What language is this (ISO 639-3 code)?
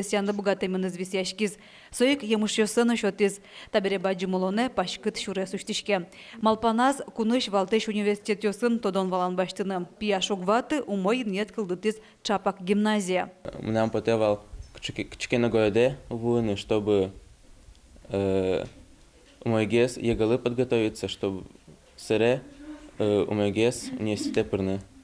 udm